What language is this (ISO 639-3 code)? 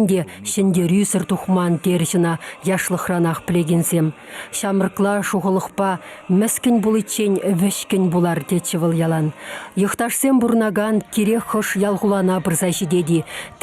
chv